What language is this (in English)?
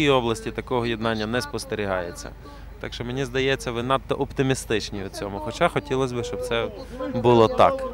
Ukrainian